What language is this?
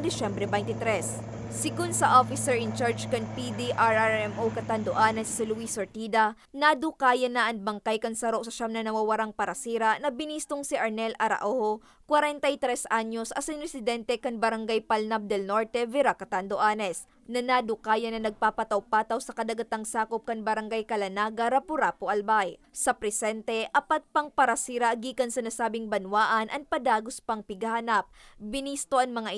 Bikol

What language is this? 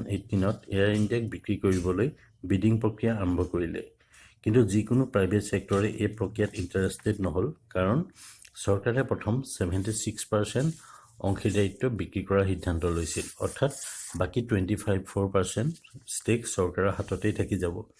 Assamese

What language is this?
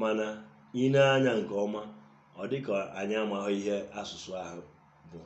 Igbo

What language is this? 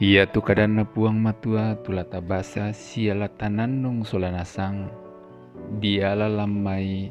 Toraja-Sa'dan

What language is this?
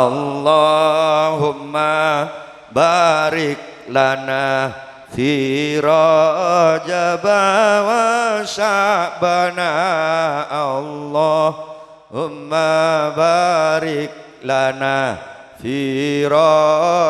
Madurese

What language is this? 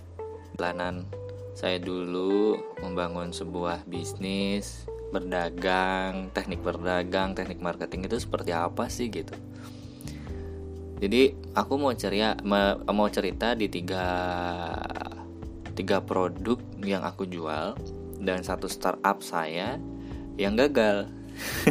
Indonesian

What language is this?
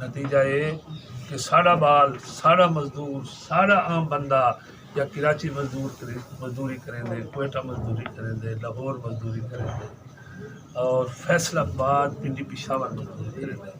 Saraiki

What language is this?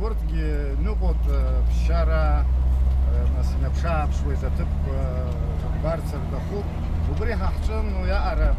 Abkhazian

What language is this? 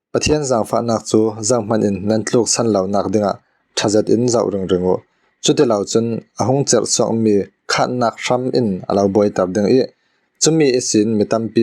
Falam Chin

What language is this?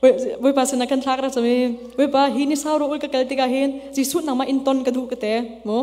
Hakha Chin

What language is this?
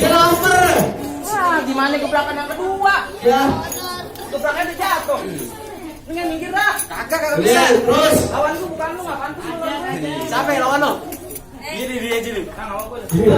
Betawi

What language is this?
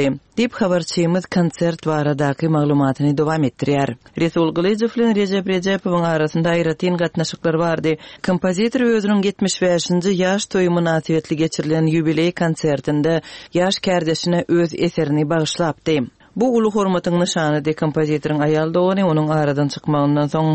Turkmen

